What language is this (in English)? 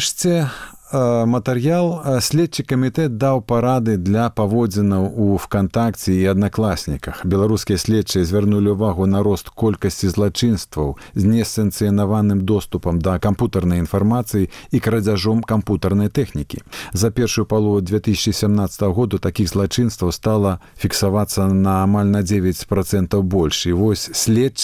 Belarusian